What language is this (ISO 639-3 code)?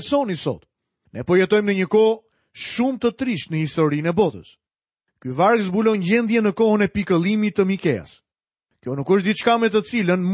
sqi